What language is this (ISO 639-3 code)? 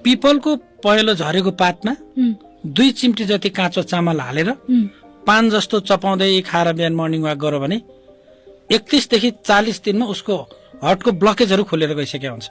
nep